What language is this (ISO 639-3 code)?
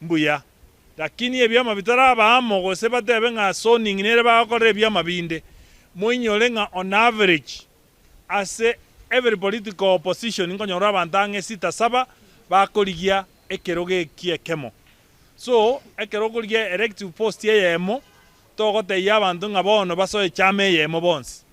guz